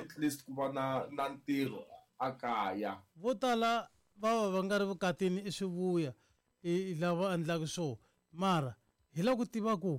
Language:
Tsonga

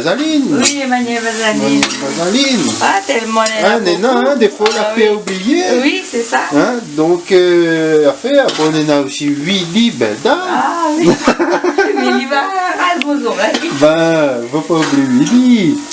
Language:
Réunion Creole French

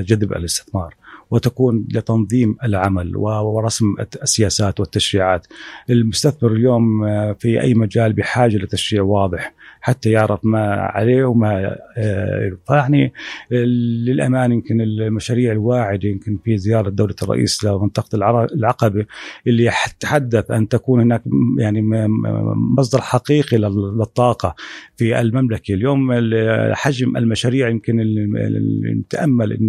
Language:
North Levantine Arabic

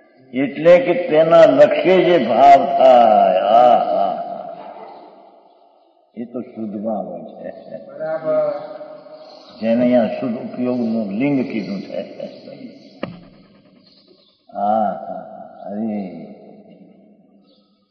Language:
Gujarati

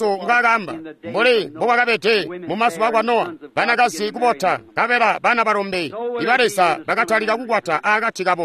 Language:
Tonga (Zambia)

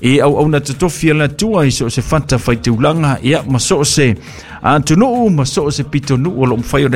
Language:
Samoan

